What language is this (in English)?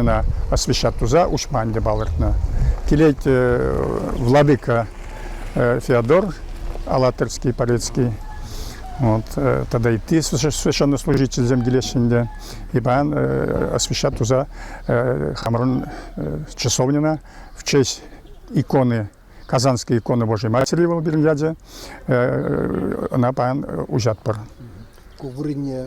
Chuvash